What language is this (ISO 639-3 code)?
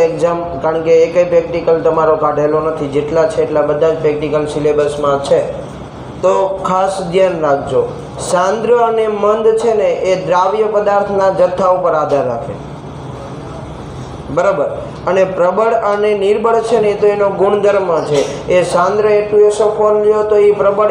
guj